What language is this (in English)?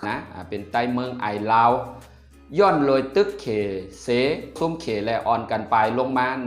Shan